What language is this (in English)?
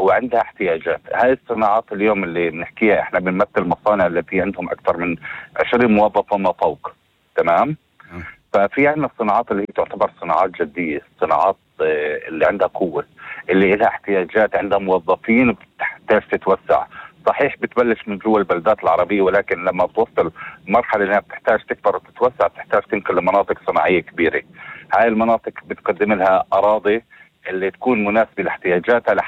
North Levantine Arabic